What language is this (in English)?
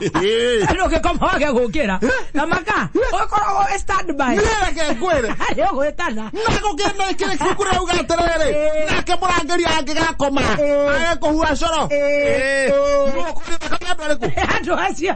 Kikuyu